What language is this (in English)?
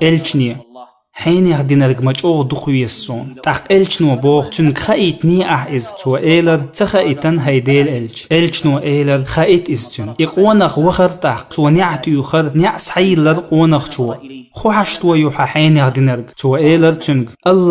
Chechen